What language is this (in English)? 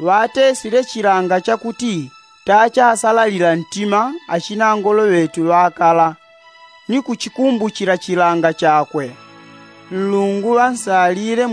Yao